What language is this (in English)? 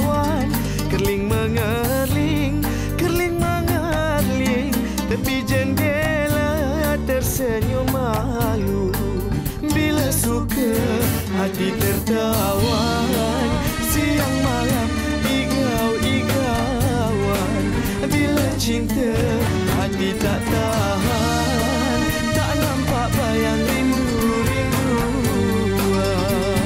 Malay